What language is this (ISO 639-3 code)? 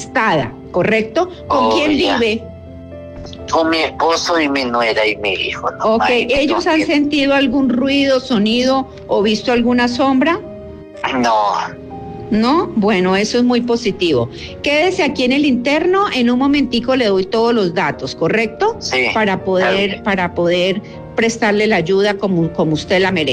spa